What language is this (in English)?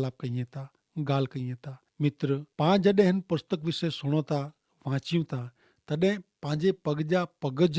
Kachhi